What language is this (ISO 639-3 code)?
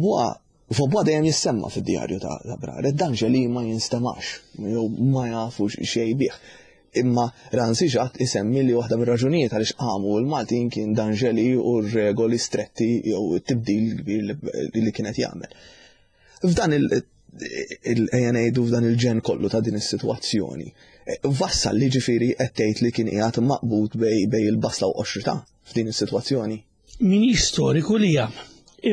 mlt